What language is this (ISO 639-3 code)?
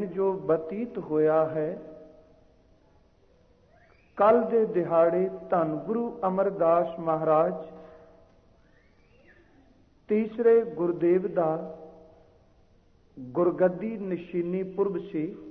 pan